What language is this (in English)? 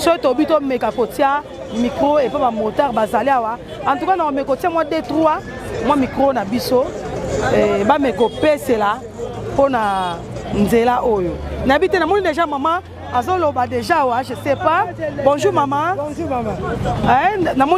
Lingala